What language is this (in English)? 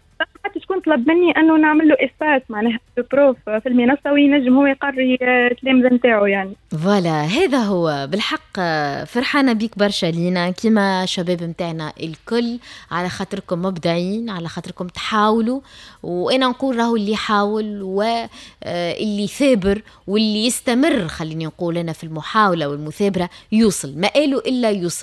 Tunisian Arabic